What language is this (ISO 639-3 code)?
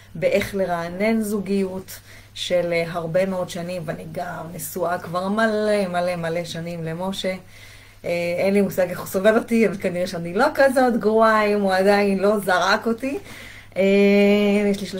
heb